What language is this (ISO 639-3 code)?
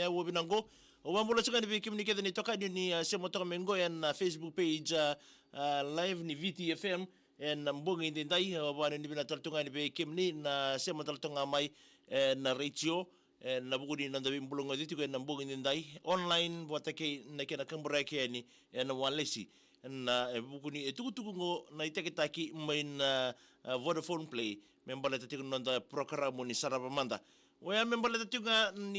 fij